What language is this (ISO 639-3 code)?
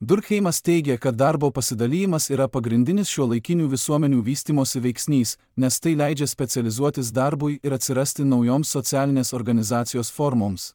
lit